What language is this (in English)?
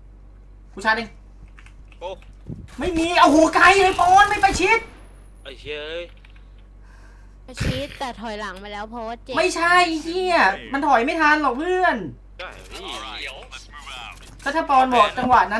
Thai